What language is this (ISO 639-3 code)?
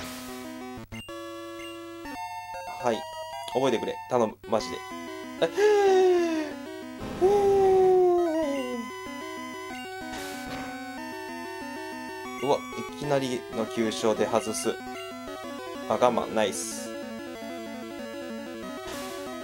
jpn